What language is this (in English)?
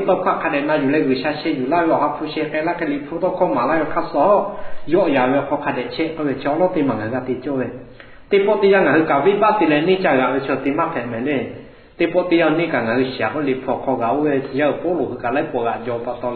Lahu